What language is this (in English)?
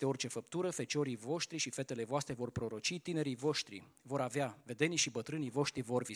Romanian